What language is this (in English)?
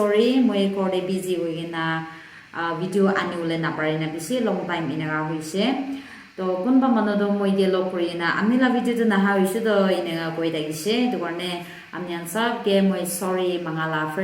Naga Pidgin